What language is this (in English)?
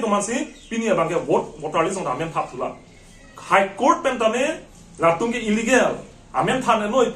Karbi